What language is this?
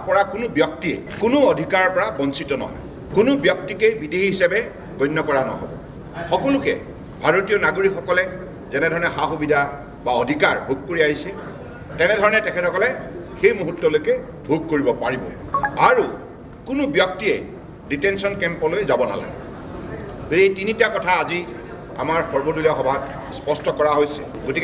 Assamese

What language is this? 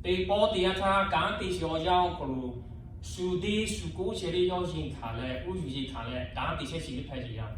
Lahu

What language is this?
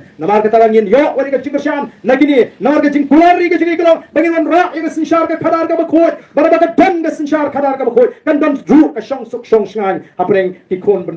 Khasi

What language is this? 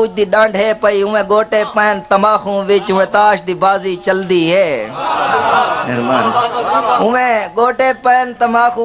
Saraiki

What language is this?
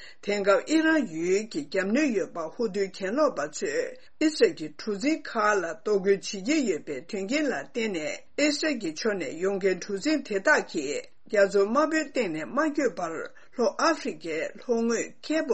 Tibetan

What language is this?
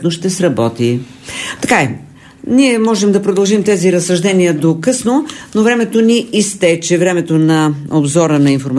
Bulgarian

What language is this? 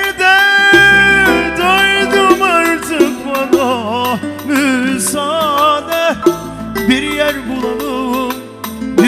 Turkish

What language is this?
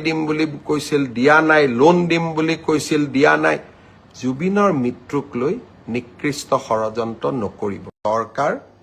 Assamese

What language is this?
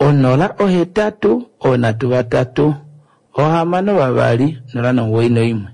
Kuanyama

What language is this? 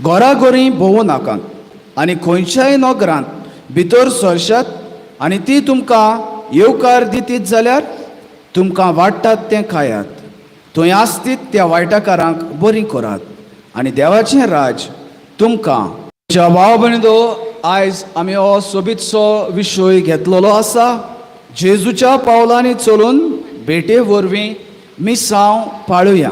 Konkani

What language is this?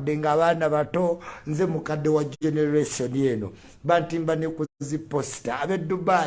Ganda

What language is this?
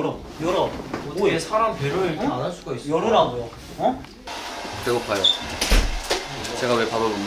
Korean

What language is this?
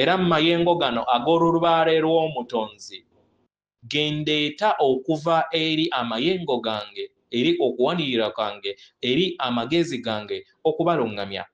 Ganda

